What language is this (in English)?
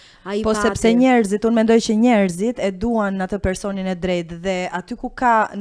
Albanian